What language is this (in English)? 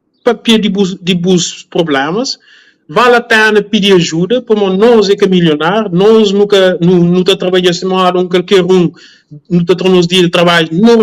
Kabuverdianu